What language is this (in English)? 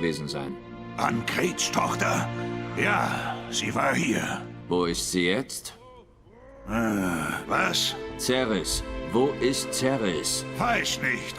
Swiss German